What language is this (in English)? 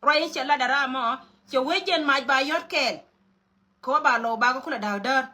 Nuer